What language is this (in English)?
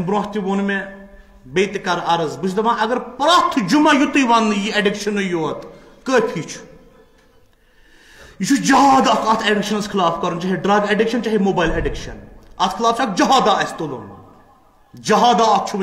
Kashmiri